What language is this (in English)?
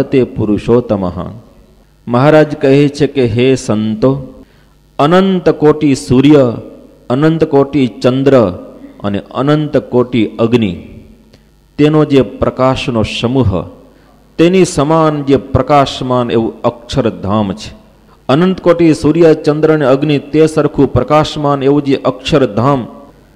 Gujarati